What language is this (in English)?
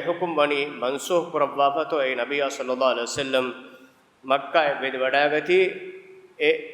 Divehi